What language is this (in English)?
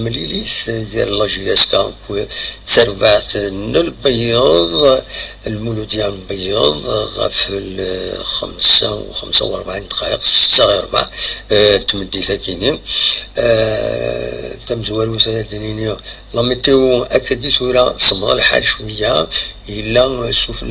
Kabyle